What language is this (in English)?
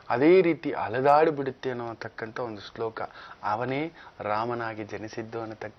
Kannada